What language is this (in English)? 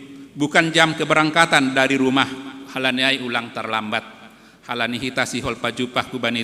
Batak Simalungun